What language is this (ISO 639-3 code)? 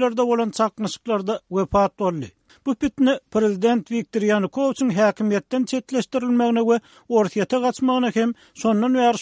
tuk